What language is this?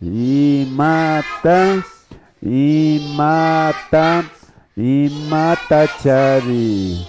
Imbabura Highland Quichua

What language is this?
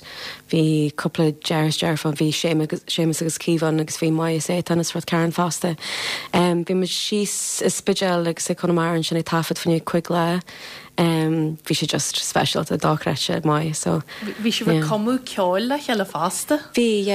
Irish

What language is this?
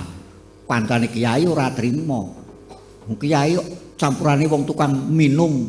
Javanese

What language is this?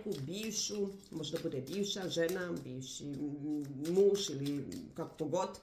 Croatian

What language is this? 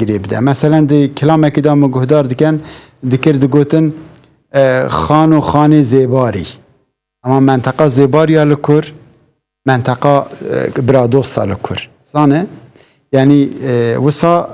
Kurdish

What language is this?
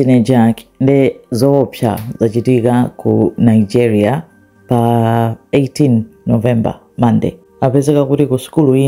Nyanja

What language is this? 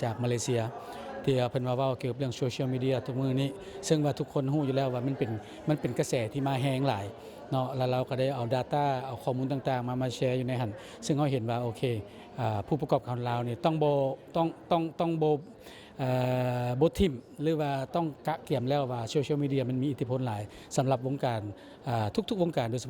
Lao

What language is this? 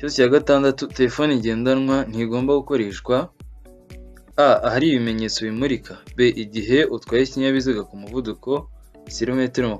Kinyarwanda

